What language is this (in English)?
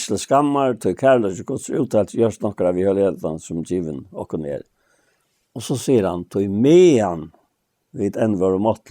Faroese